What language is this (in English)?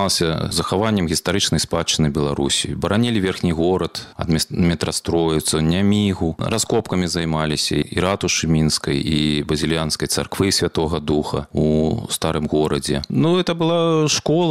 Belarusian